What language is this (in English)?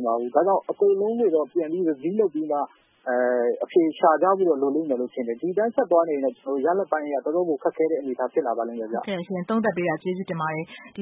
Burmese